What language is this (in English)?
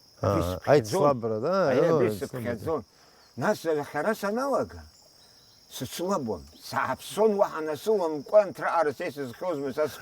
Abkhazian